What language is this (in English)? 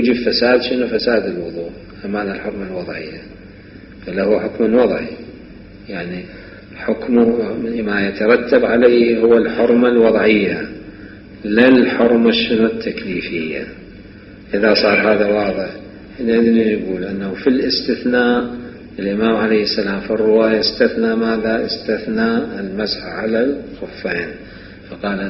Mesopotamian Arabic